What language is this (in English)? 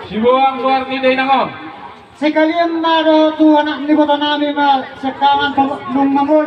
Batak Toba